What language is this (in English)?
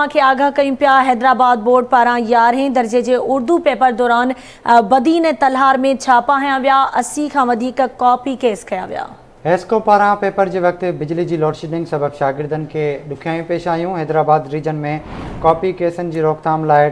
Sindhi